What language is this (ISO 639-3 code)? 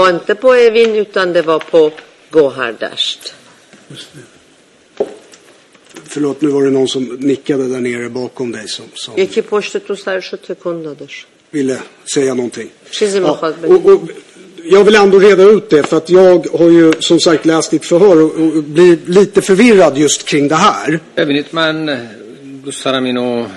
swe